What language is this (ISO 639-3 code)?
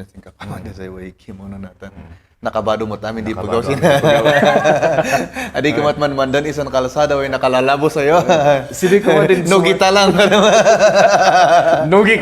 kne